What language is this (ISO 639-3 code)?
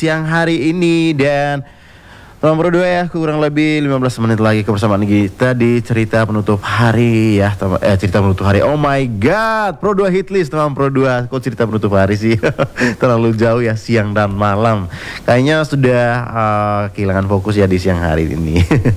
ind